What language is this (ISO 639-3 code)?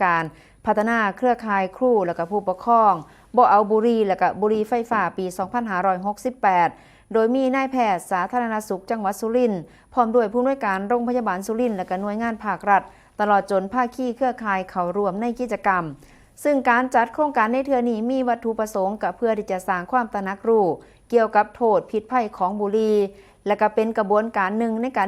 tts